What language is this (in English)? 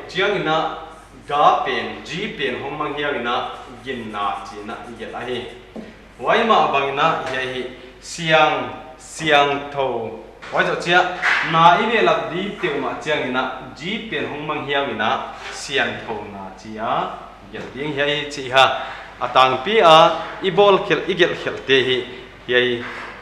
Paite Chin